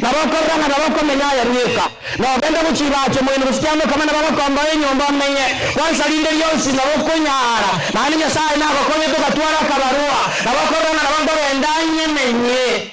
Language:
Gusii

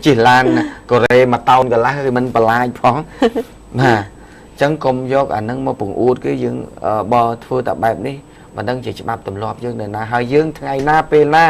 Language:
Khmer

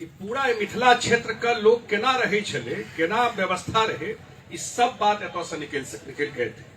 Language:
Maithili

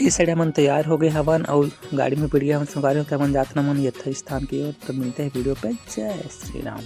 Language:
Chhattisgarhi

